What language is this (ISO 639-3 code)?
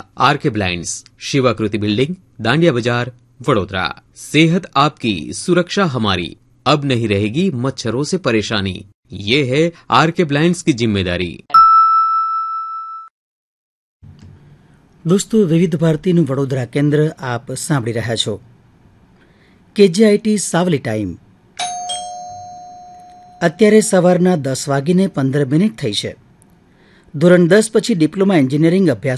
guj